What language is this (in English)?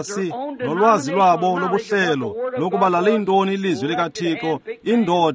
Xhosa